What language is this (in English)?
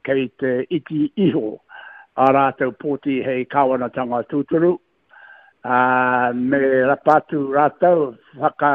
Māori